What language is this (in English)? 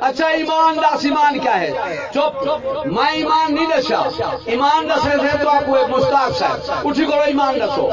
Saraiki